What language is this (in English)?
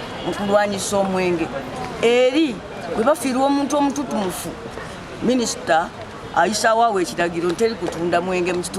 Ganda